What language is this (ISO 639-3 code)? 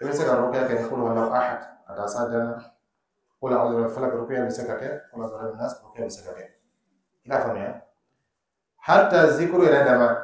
dyu